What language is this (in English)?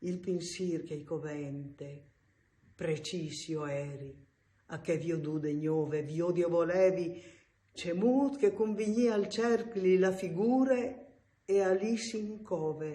Friulian